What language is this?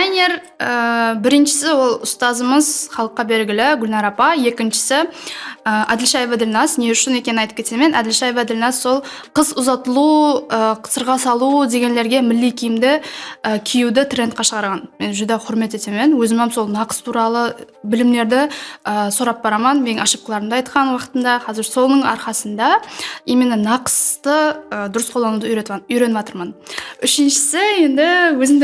Kara-Kalpak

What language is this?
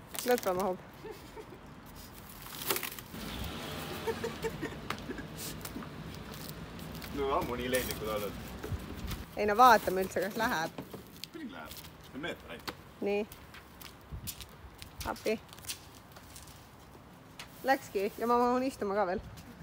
Estonian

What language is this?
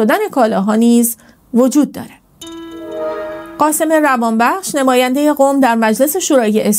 Persian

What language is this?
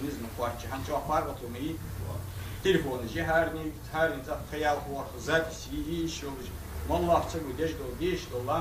Ingush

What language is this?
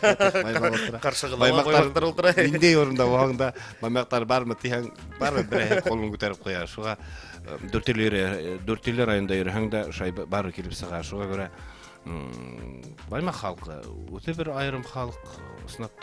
Bashkir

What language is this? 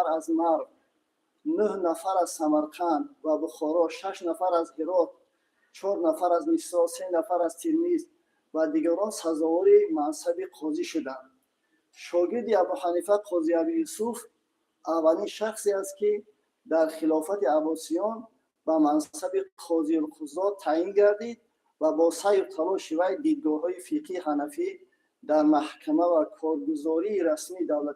Tajik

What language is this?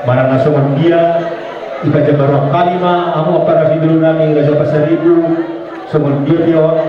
Batak Toba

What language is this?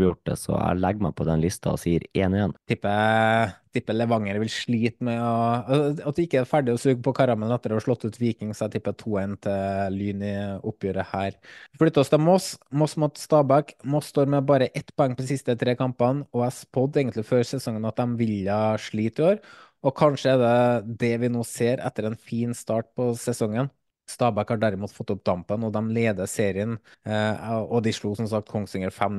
Norwegian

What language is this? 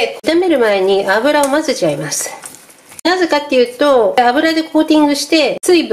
Japanese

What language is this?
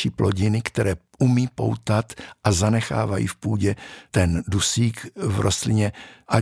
Czech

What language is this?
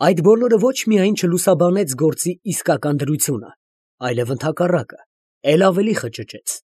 Armenian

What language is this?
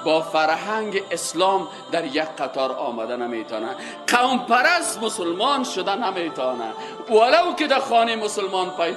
Persian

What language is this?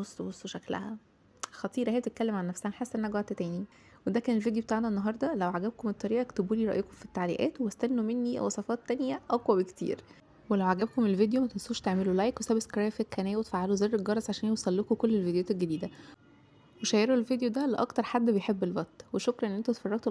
Egyptian Arabic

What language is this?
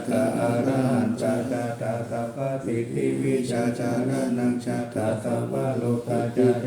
Pali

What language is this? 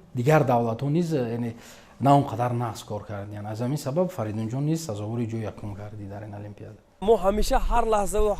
Tajik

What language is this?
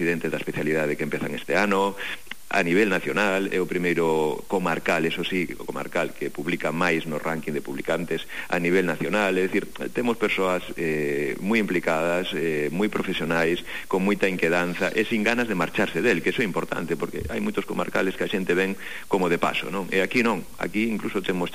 Galician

